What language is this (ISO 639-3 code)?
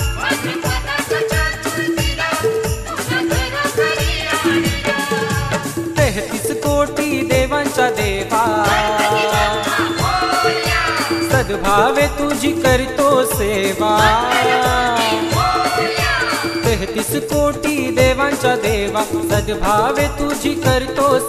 mar